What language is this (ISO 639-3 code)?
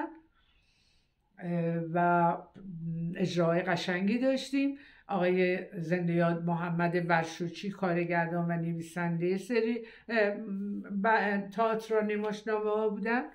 fas